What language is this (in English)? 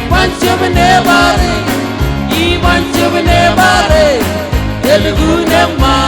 Marshallese